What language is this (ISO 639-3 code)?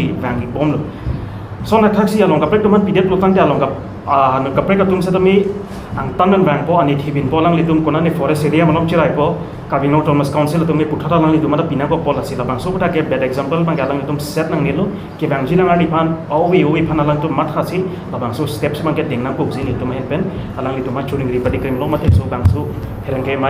mjw